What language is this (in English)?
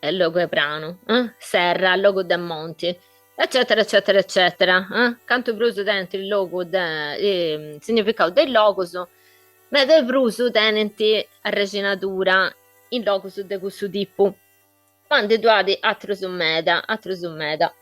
Sardinian